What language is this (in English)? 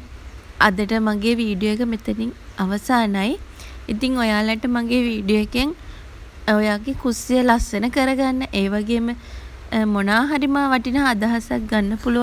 Sinhala